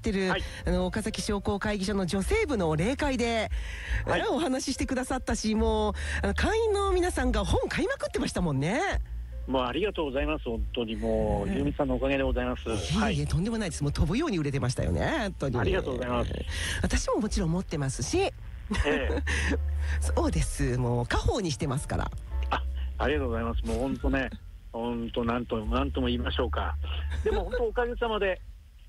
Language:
Japanese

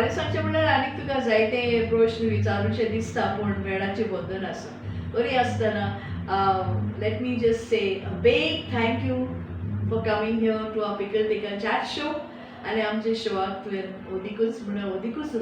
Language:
Konkani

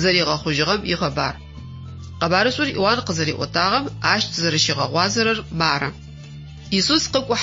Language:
Adyghe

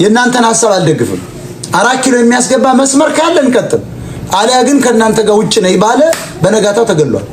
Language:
Amharic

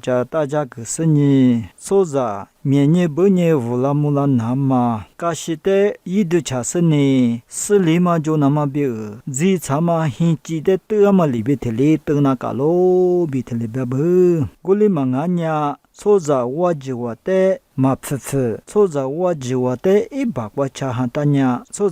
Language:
Lisu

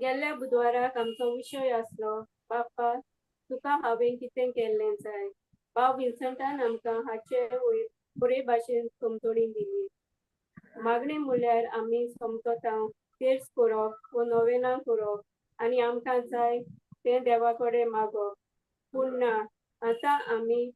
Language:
Konkani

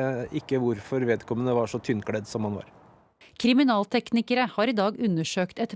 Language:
Norwegian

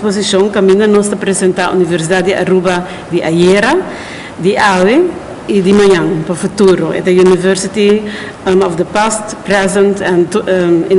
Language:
Papiamento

